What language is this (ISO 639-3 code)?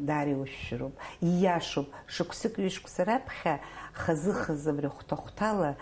abk